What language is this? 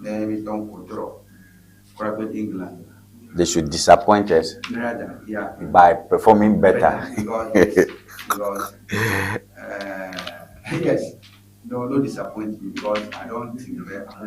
Ewe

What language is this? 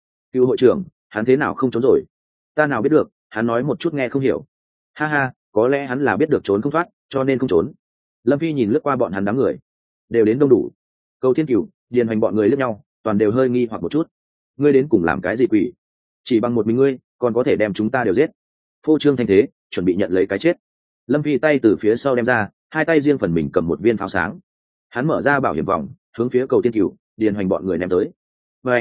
Vietnamese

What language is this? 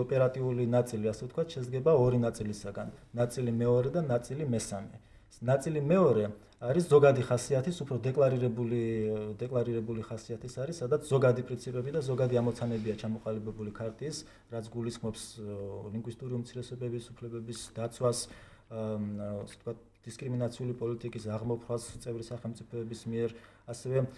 Georgian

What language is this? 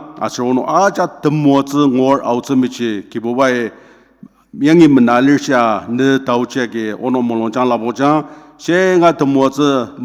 Ao Naga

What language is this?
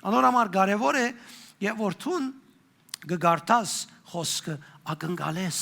Western Armenian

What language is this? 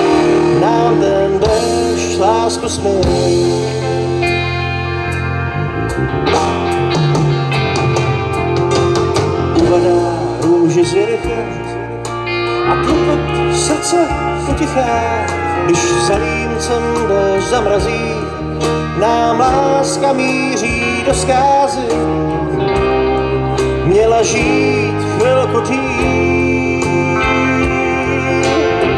Czech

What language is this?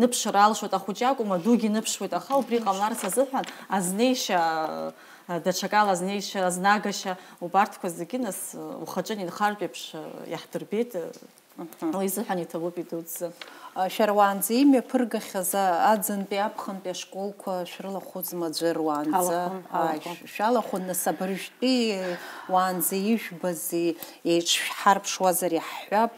Abkhazian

